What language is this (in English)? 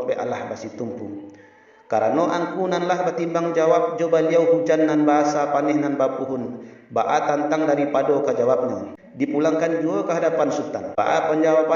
Minangkabau